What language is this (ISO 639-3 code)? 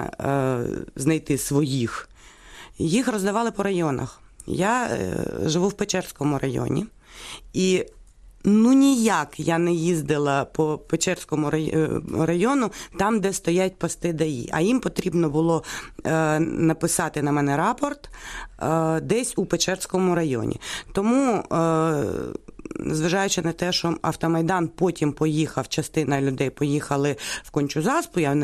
ukr